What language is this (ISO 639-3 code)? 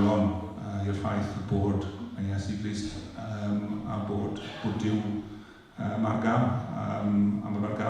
cym